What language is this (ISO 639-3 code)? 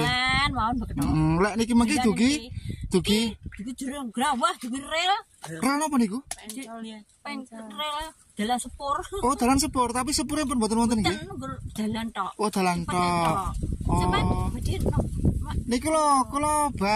jav